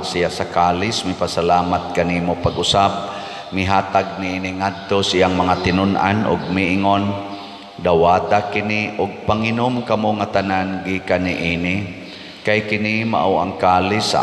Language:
Cebuano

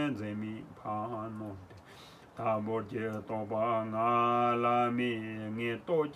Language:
Tibetan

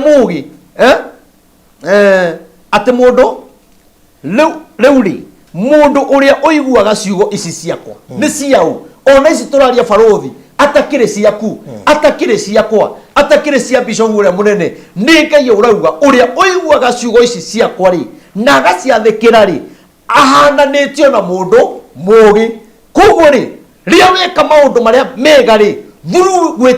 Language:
Kikuyu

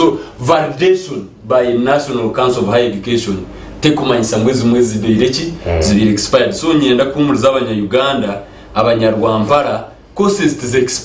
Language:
Nyankole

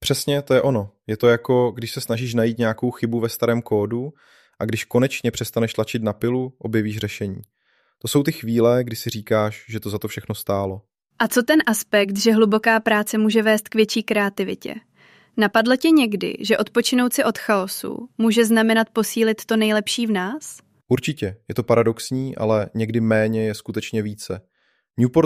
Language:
Czech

